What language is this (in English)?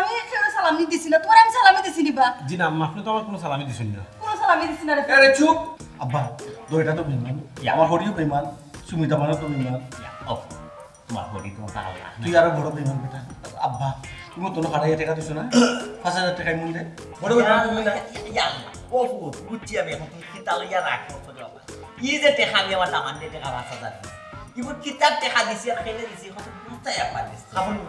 Sylheti